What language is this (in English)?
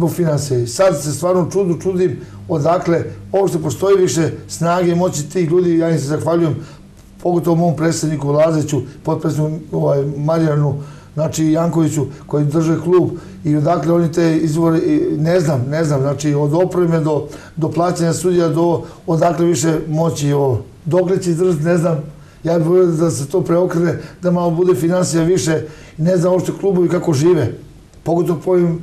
Serbian